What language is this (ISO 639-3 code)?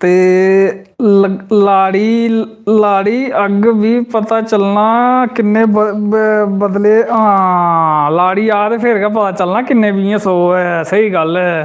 doi